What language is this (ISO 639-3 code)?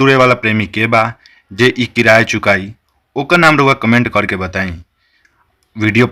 bho